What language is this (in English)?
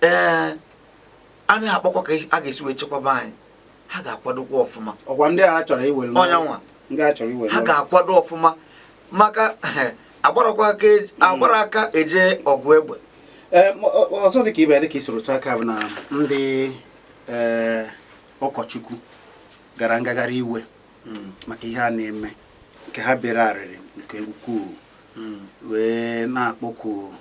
Igbo